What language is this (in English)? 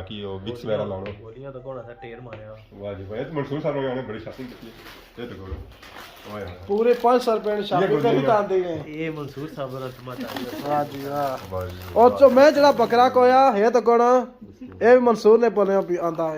Pahari-Potwari